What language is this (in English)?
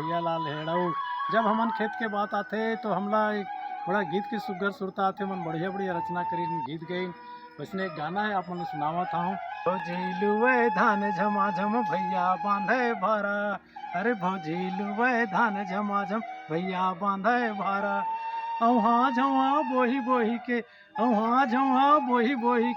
Chhattisgarhi